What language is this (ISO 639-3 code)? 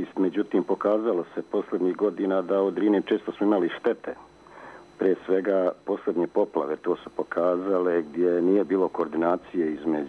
srp